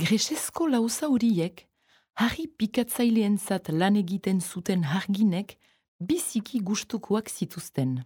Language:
Basque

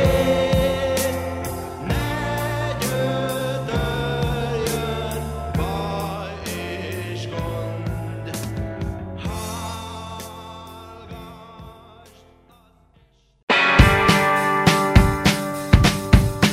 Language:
Hungarian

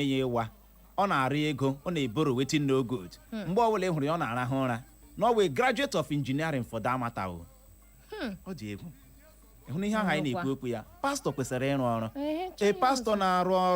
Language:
Igbo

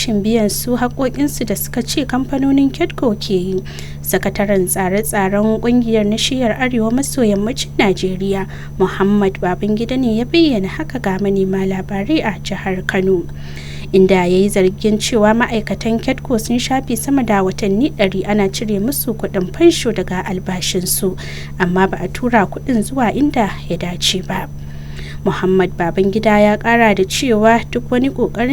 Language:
Hausa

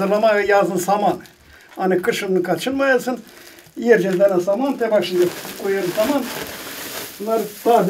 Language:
Gagauz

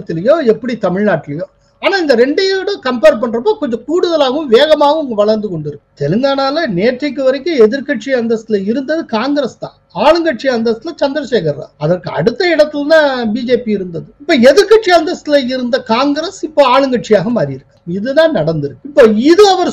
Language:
Tamil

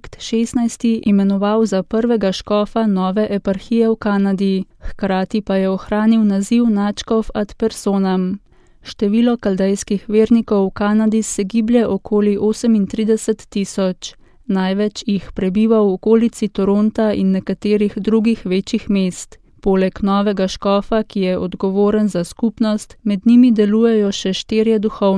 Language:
Slovenian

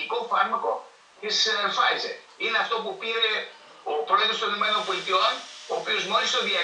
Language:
Greek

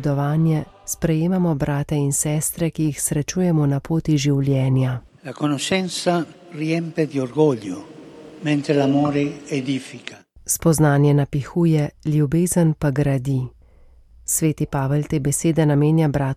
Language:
Slovenian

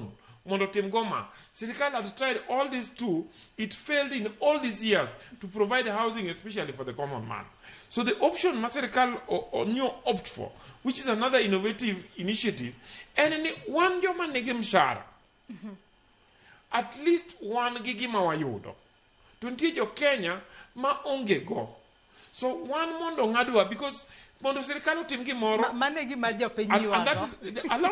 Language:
Luo (Kenya and Tanzania)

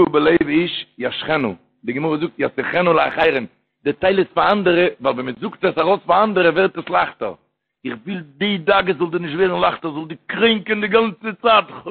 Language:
Yiddish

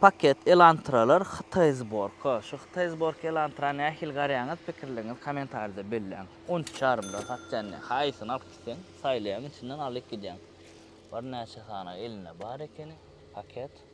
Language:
Turkmen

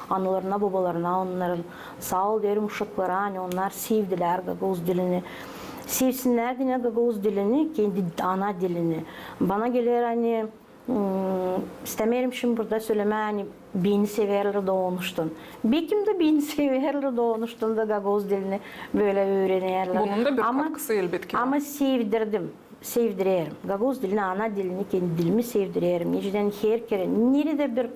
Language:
Gagauz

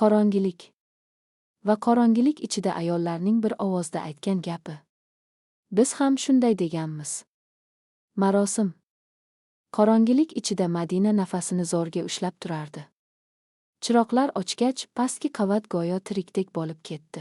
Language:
Uzbek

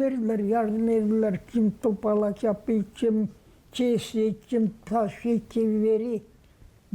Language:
Gagauz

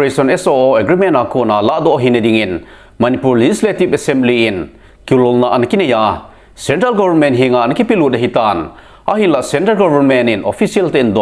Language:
Thado Chin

